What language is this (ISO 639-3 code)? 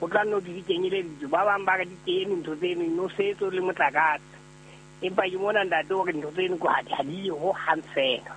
sot